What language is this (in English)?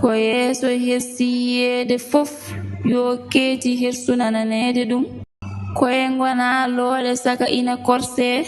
Fula